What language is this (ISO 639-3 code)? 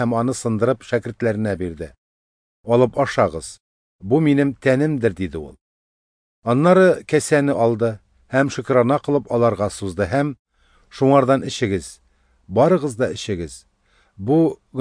tat